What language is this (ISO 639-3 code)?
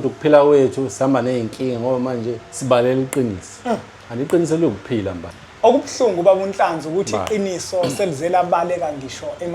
zul